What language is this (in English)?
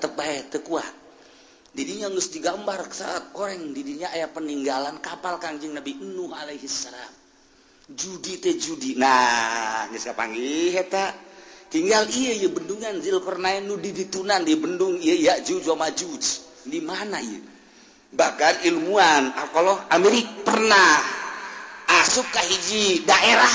Sundanese